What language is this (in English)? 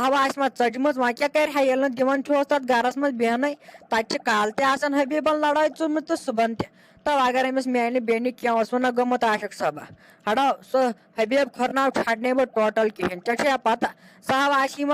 Kashmiri